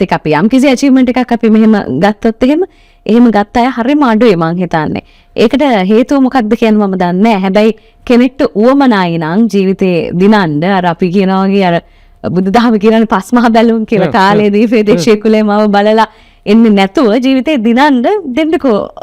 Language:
Sinhala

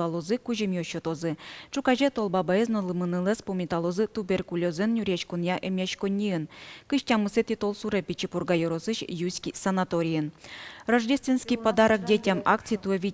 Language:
Udmurt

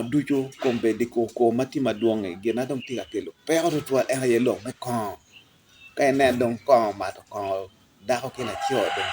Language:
Acoli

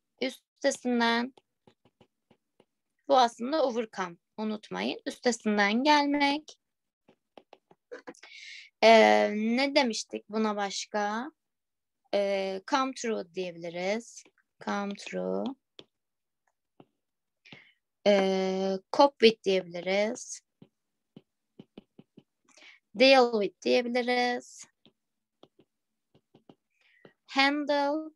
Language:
Turkish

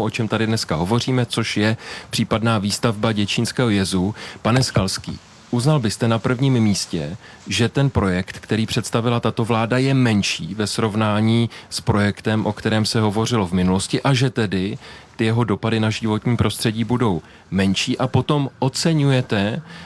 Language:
Czech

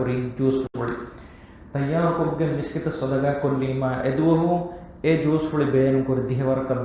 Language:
Divehi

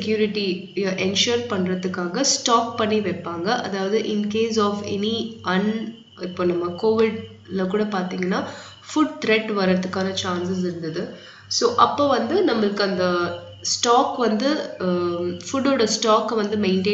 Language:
Tamil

